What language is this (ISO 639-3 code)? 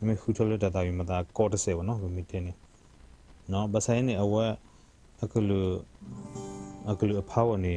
ksw